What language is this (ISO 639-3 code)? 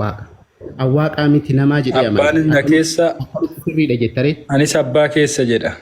orm